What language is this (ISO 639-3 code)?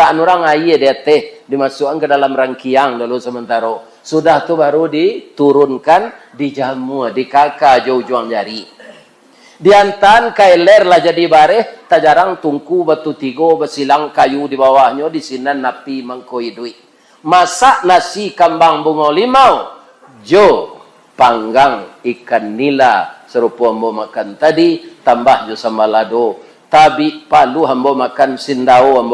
min